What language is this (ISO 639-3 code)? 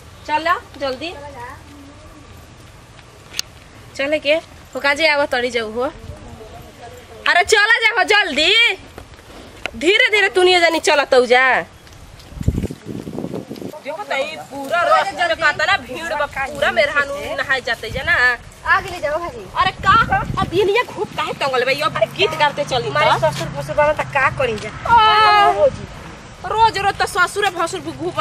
bho